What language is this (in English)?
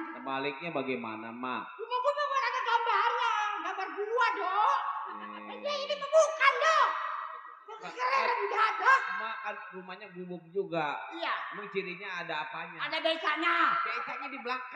Betawi